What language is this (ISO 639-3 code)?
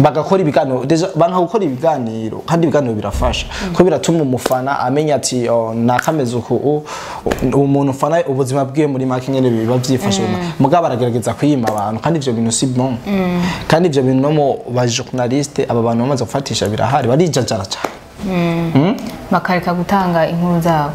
run